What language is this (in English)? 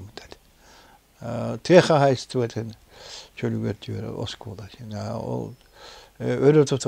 Yakut